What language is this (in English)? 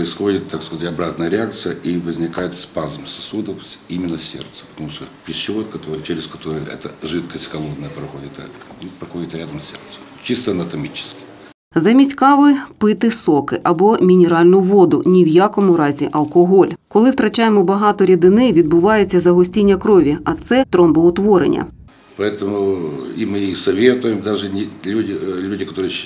Ukrainian